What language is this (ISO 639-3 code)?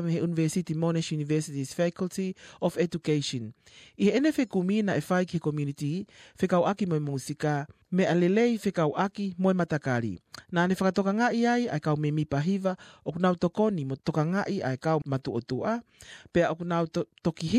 ton